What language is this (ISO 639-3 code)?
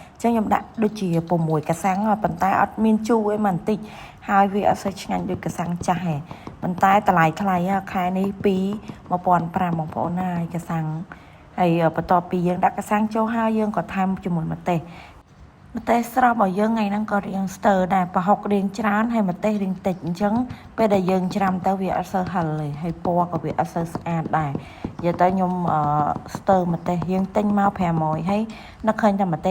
khm